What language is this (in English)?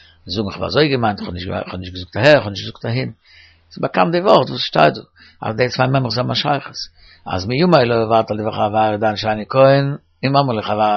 Yiddish